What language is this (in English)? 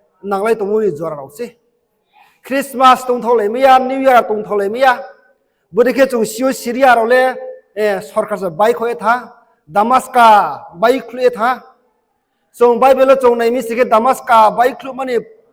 Riang (India)